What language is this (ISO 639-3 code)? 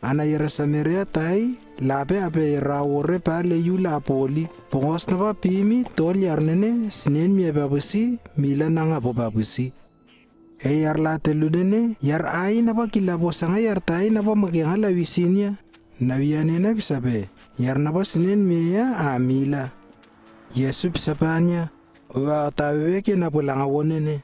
lww